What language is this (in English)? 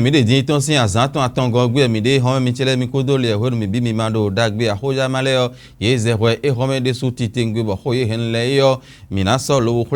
Fon